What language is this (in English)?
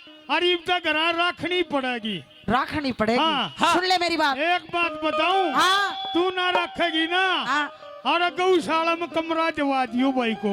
Haryanvi